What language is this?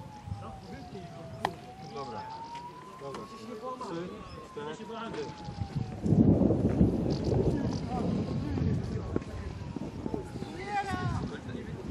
Polish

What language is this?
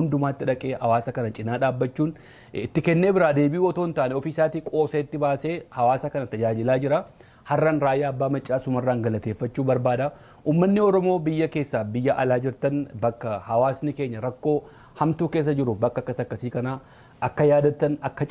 Oromo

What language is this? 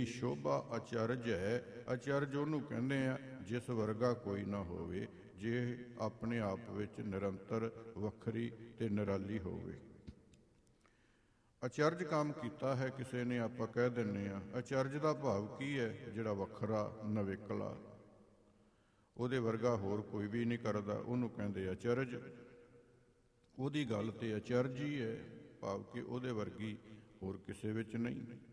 Punjabi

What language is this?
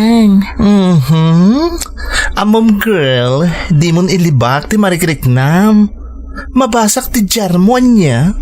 Iloko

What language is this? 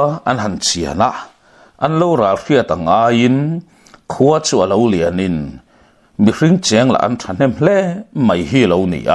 Mizo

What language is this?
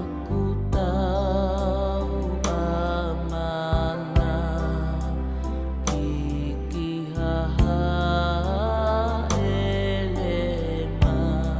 Tongan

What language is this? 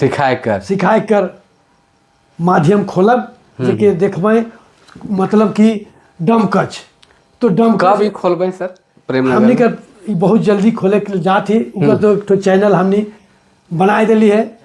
Sadri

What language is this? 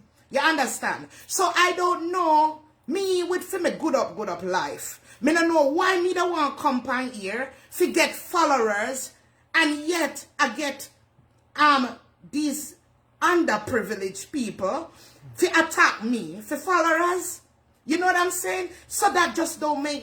Jamaican Creole English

